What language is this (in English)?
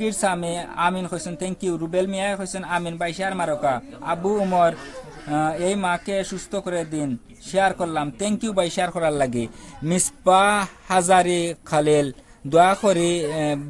Sylheti